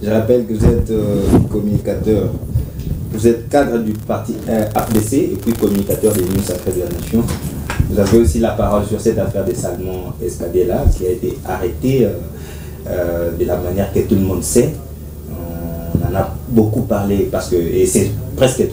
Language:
French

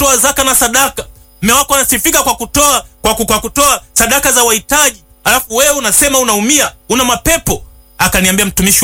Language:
Swahili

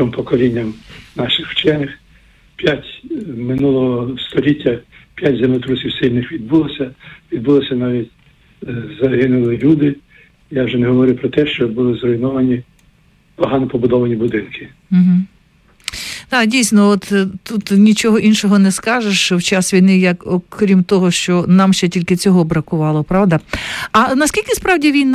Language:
Ukrainian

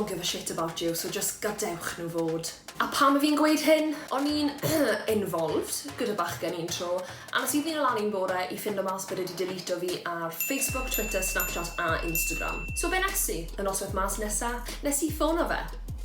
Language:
Welsh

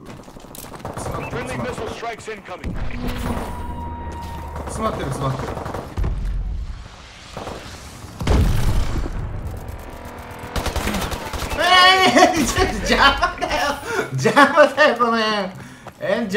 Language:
Japanese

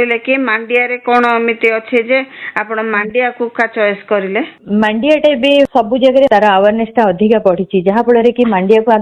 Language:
Odia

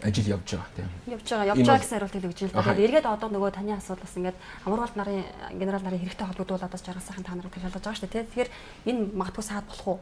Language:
Mongolian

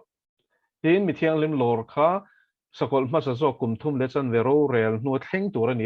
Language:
Mizo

